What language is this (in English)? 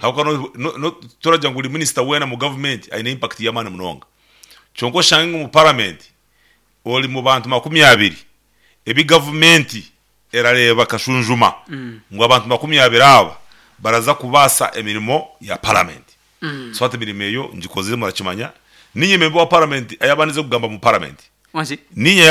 Nyankole